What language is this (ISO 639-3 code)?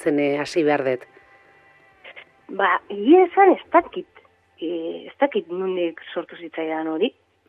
eus